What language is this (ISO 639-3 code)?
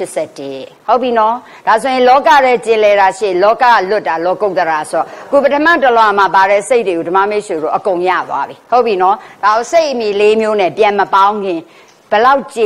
mya